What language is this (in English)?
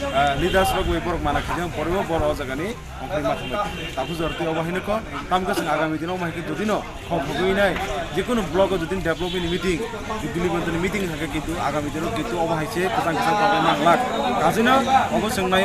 Kok Borok